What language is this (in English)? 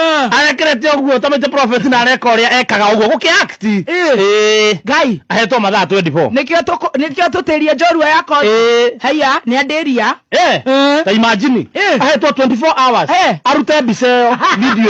Kikuyu